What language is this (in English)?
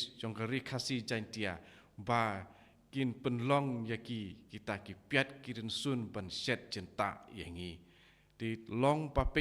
Khasi